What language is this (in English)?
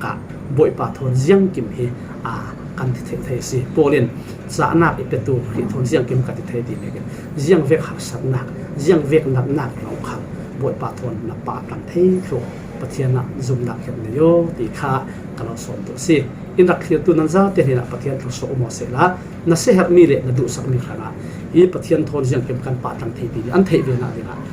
Falam Chin